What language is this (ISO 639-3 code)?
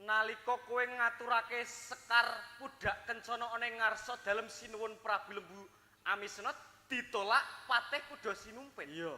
jav